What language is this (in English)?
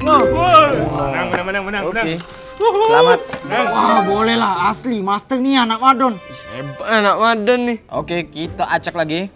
Musi